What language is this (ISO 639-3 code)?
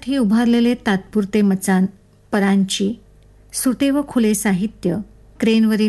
mar